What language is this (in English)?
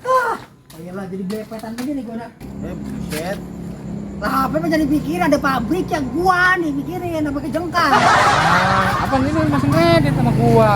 Betawi